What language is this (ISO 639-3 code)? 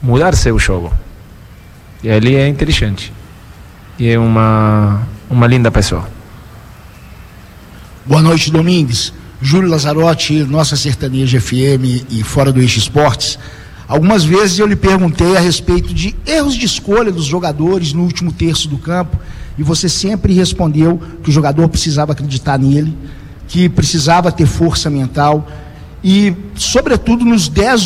por